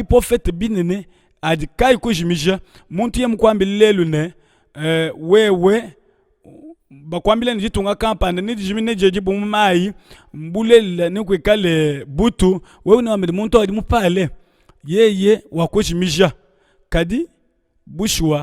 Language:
Luba-Lulua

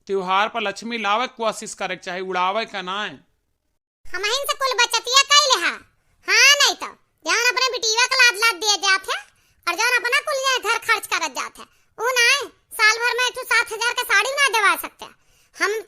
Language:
Awadhi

